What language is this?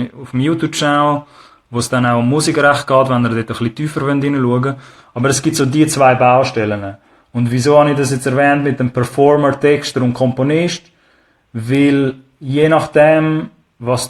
Swiss German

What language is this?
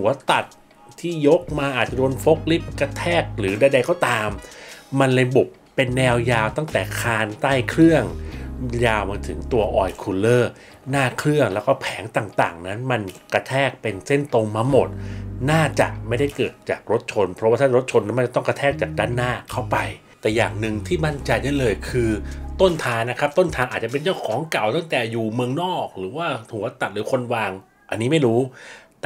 Thai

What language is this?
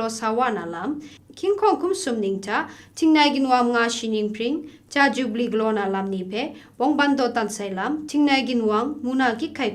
Kachin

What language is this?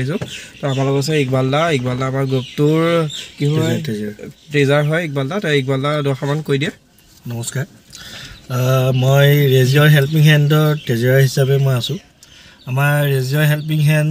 Assamese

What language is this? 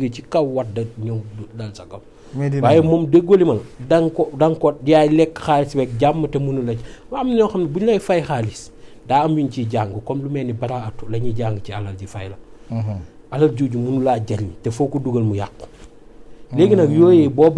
Wolof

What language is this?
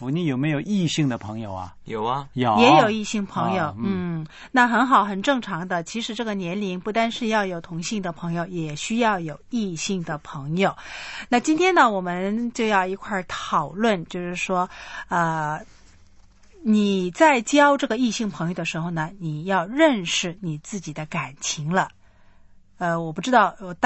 Chinese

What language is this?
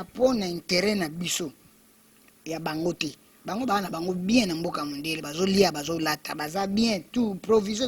Lingala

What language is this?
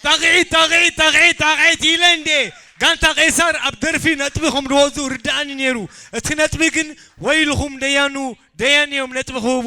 Tigrinya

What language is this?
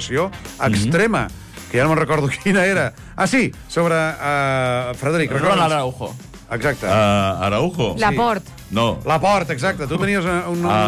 Catalan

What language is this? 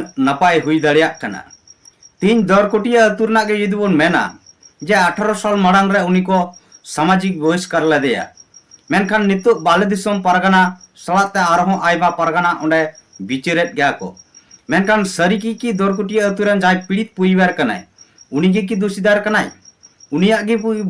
Santali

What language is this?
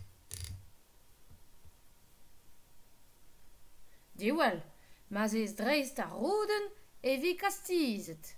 Breton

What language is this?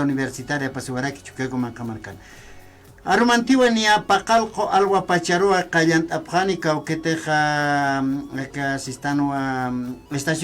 Aymara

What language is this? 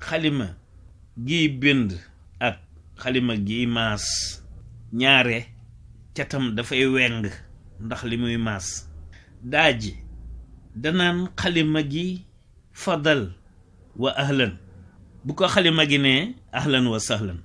Wolof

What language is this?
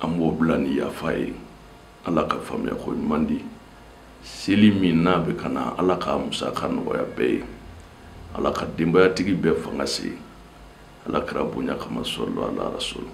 Bambara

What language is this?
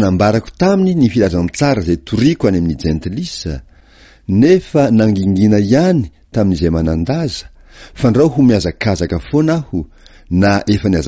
Malagasy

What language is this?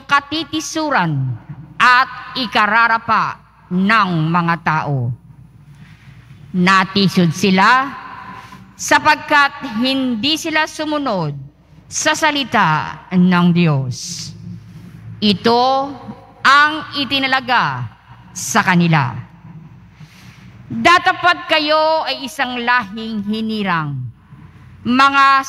Filipino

